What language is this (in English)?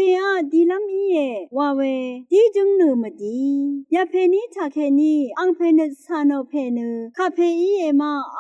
Rawang